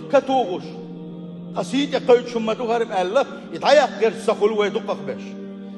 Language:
Chechen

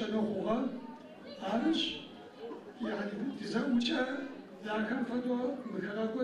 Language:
Adyghe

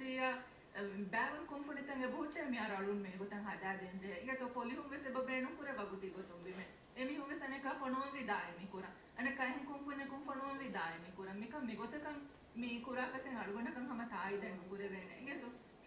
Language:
Divehi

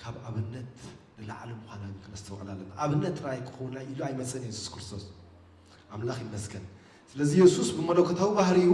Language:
Tigrinya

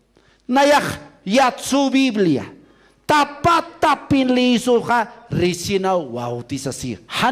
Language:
Aymara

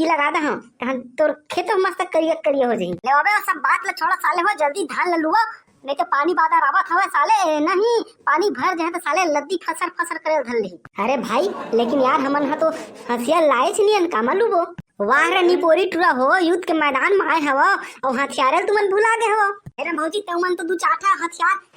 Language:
Chhattisgarhi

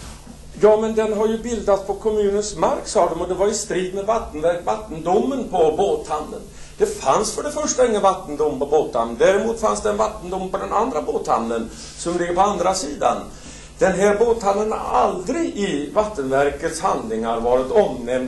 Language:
Swedish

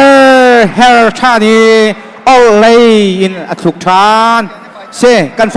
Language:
Hakha Chin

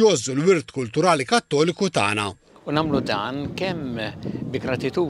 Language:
Maltese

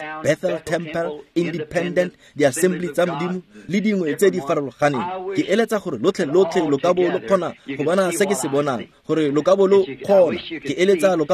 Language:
Tswana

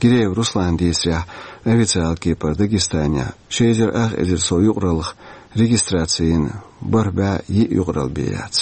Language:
Chechen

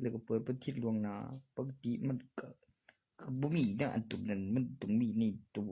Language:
Northeastern Thai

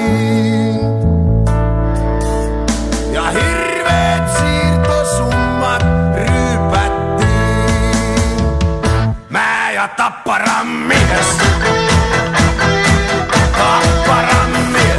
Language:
Finnish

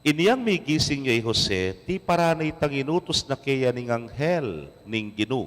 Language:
Pampanga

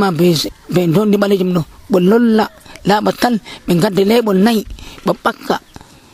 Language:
Nigerian Fulfulde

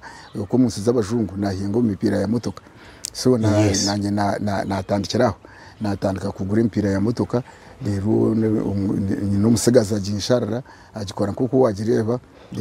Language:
Nyankole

